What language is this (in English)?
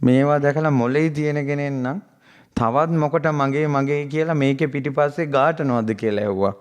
Sinhala